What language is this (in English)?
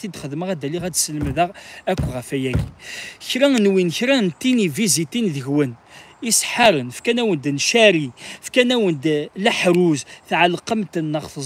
Kabyle